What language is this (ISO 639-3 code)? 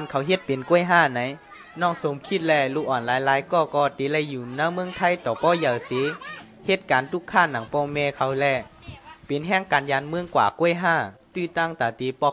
shn